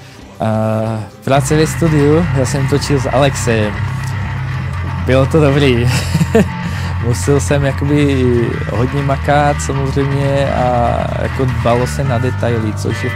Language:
Czech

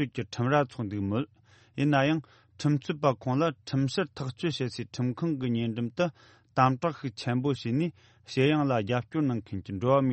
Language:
Tibetan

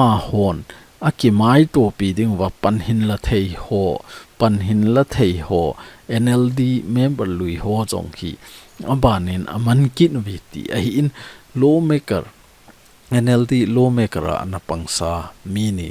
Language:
Thado Chin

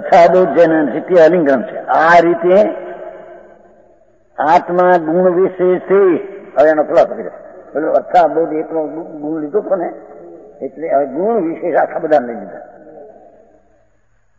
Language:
Gujarati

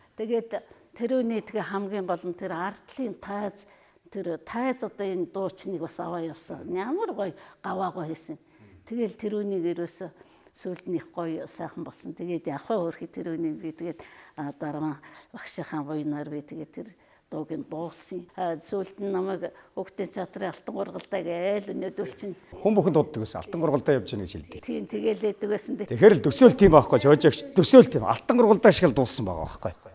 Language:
Mongolian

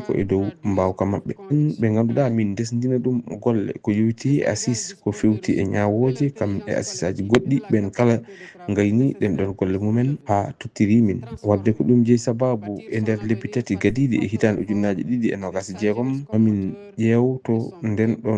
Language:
Fula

